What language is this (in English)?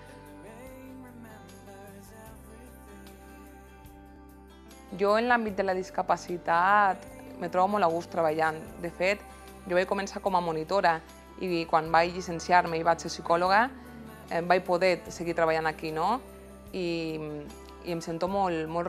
Catalan